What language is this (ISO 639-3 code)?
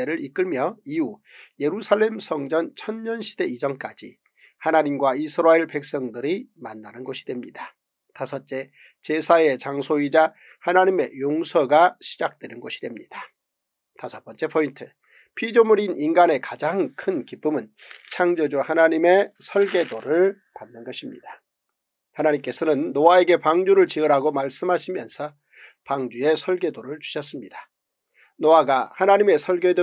kor